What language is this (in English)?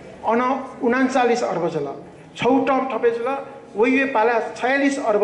Newari